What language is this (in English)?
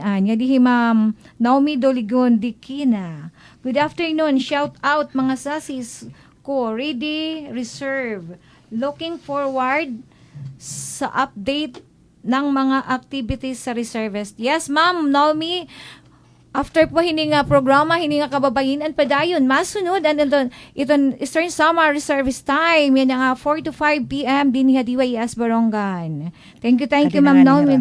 Waray